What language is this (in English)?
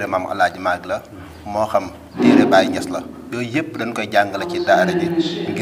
Wolof